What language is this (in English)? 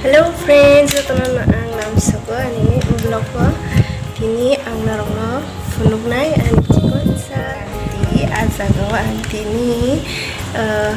Kok Borok